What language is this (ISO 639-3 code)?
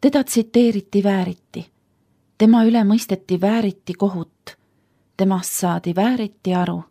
est